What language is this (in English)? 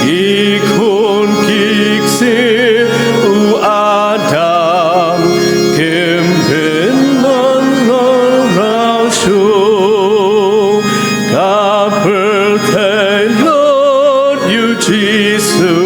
Khasi